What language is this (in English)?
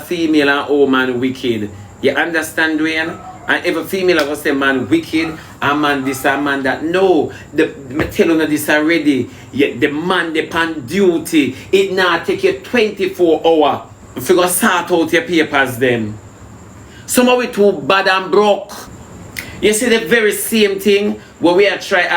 Jamaican Creole English